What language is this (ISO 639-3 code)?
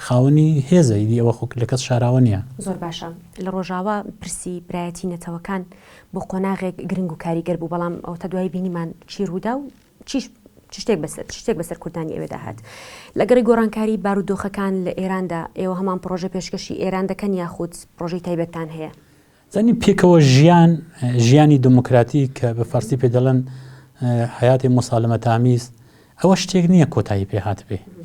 ckb